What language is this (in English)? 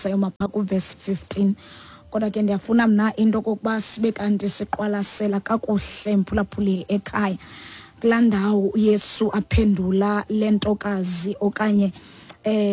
Xhosa